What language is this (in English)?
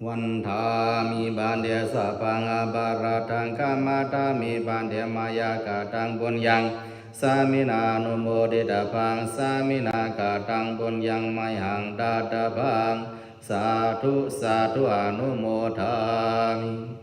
Pali